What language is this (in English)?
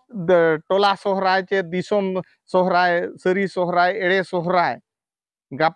Santali